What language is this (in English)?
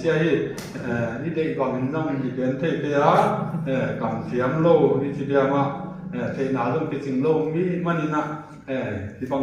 Tedim Chin